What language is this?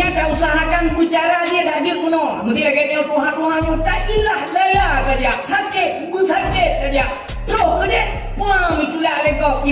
Achinese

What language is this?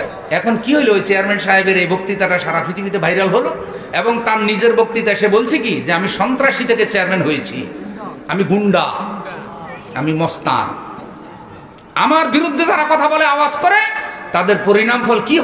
Bangla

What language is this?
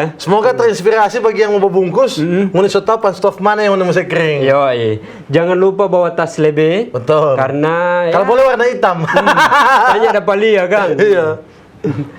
Manado Malay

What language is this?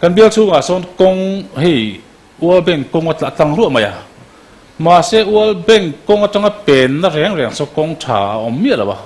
Mizo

